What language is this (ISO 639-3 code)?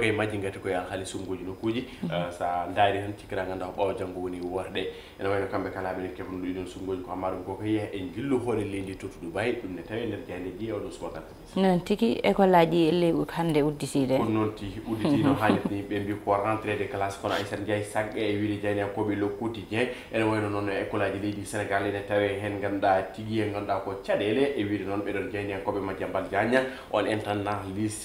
ful